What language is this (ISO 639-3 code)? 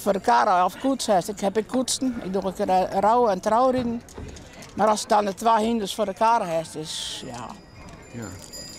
fry